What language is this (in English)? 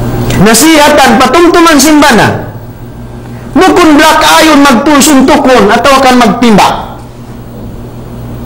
Tausug